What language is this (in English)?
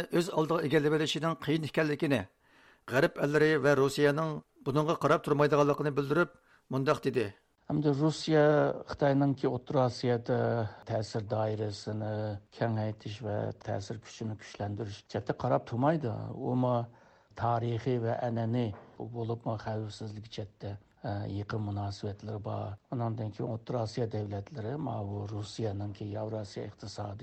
Uyghur